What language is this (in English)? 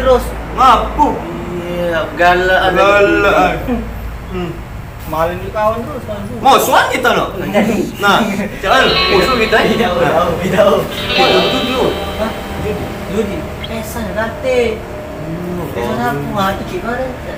Musi